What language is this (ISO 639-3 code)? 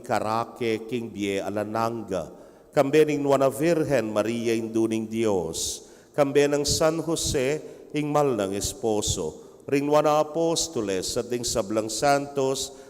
pam